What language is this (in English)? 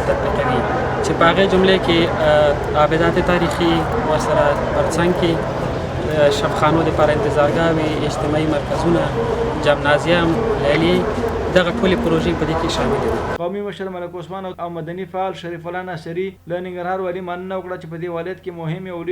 Pashto